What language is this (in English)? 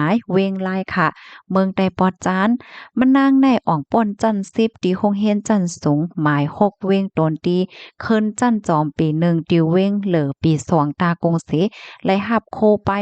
Shan